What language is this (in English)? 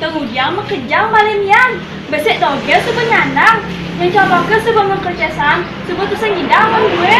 Balinese